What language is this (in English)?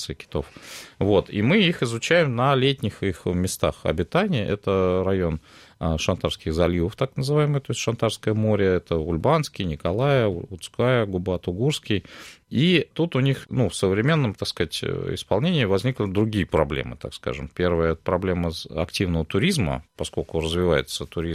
Russian